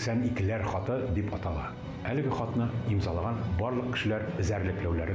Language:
Tatar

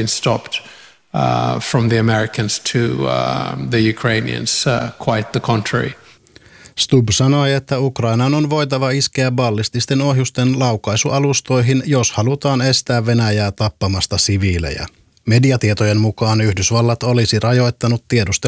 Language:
Finnish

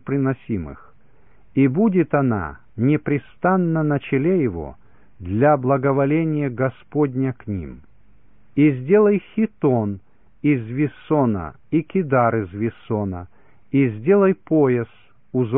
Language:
Russian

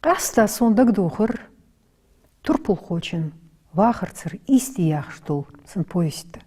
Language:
Ingush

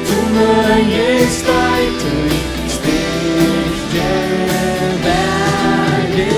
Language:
Faroese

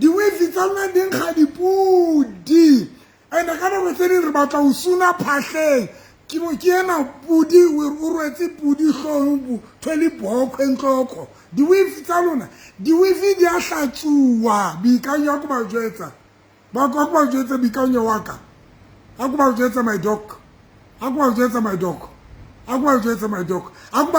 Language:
Southern Sotho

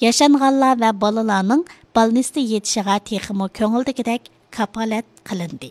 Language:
Uyghur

